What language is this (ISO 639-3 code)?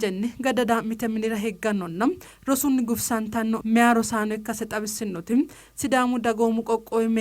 sid